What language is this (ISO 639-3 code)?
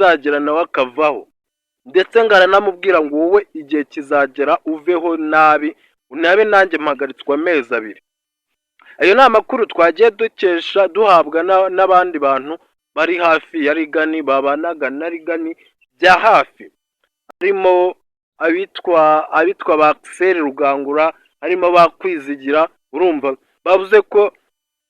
kin